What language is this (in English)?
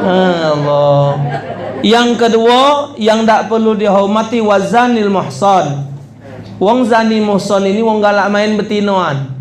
Musi